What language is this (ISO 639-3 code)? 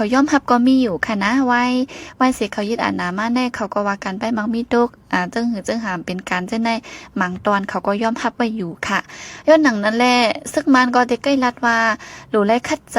shn